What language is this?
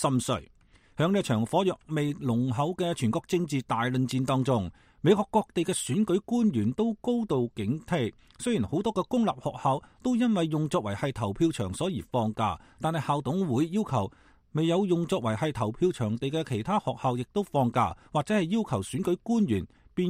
Cantonese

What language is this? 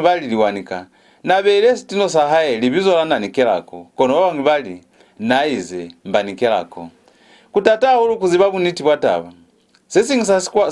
Lozi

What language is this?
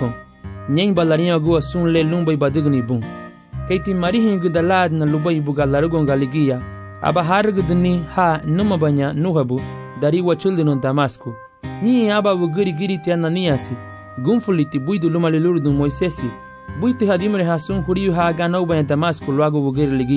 Garifuna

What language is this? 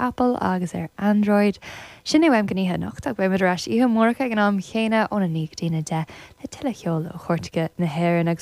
Irish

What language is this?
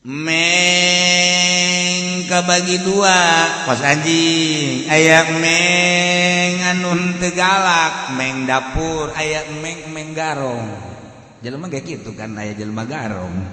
Sundanese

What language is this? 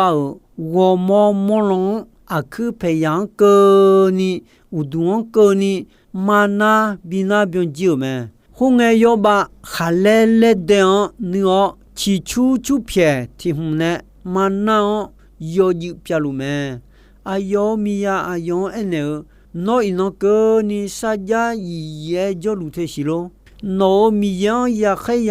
Akha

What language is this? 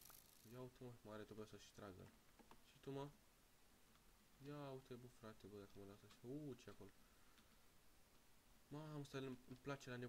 Romanian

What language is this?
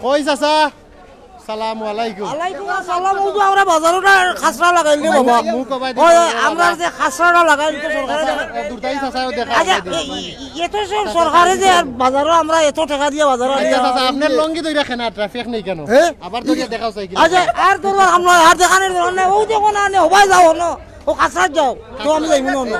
Sylheti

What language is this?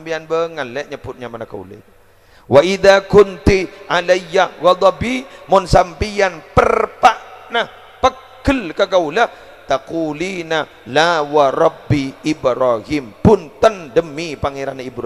Madurese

